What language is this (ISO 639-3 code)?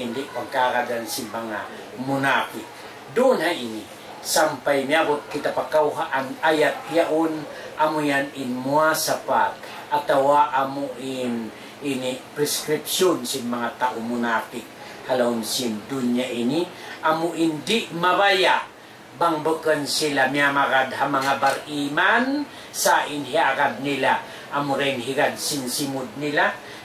tsg